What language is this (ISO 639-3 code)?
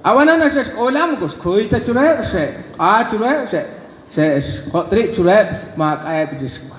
kek